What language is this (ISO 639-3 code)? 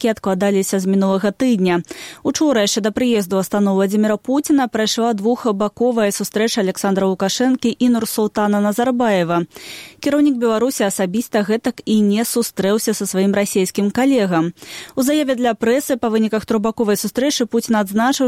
bel